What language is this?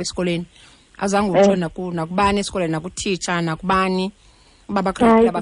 Xhosa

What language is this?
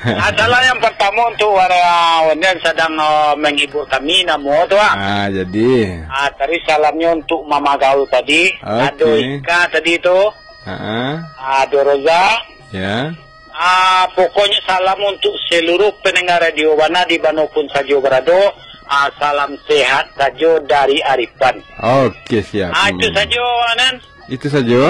Minangkabau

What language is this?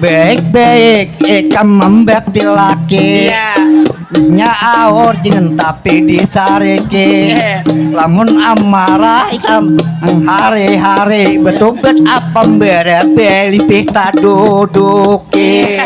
Banjar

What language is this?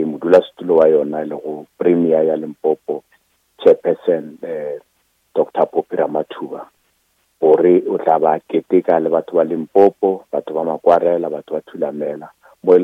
Northern Sotho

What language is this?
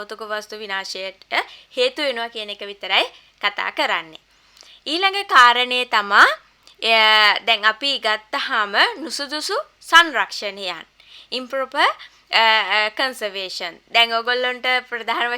Sinhala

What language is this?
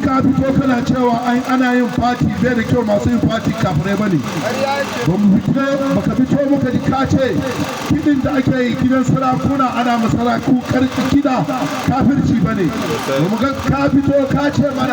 Hausa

